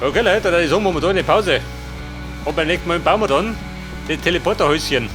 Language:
Bavarian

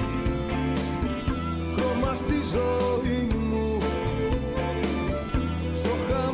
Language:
Greek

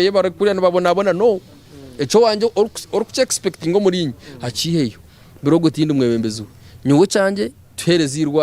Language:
Nyankole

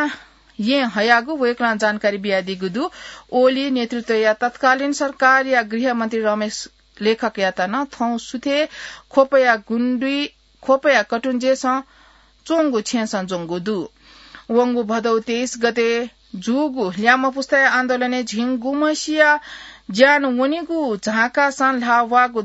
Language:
Newari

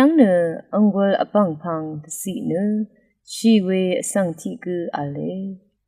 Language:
Rawang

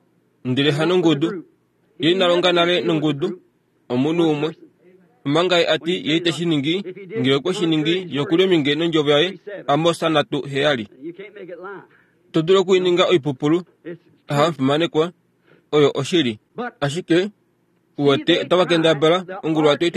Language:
Kuanyama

